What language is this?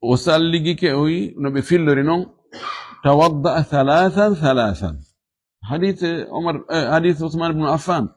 Fula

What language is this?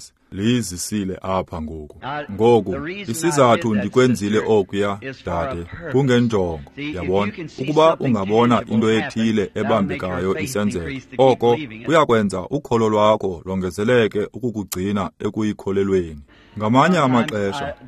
Xhosa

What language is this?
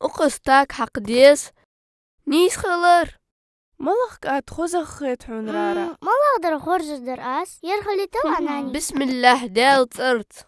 Ingush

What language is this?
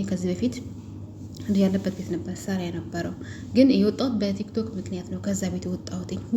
Amharic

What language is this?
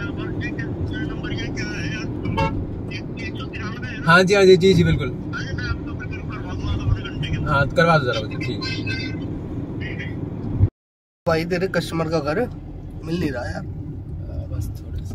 Hindi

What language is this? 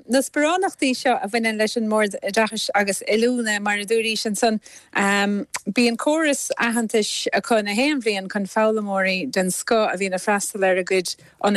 Irish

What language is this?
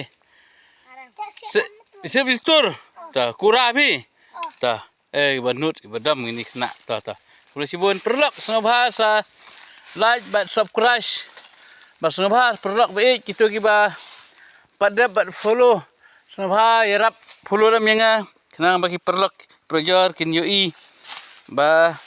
Khasi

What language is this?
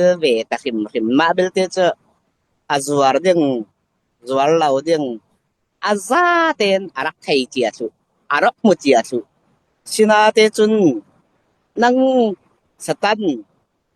Falam Chin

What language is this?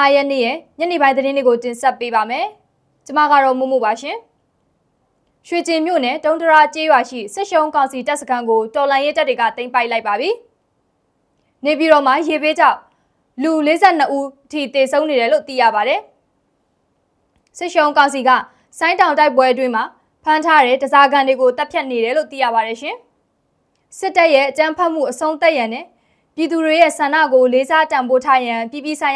Burmese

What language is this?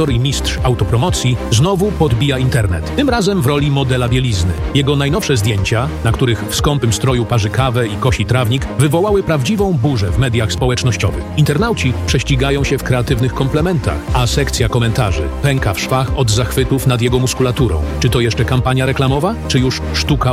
Polish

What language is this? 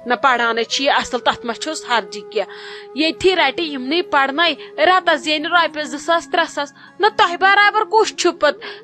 Kashmiri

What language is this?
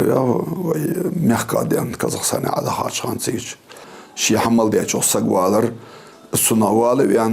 Ingush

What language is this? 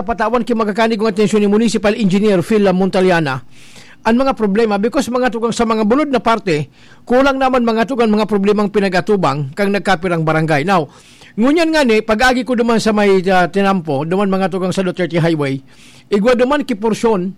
Bikol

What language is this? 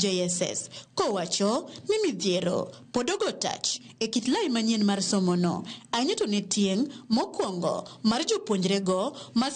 Luo (Kenya and Tanzania)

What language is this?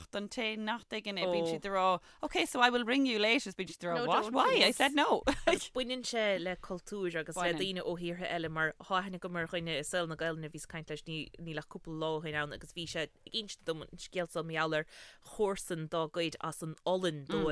Irish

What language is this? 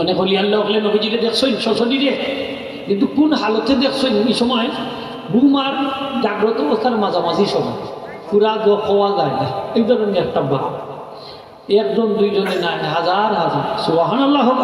Sylheti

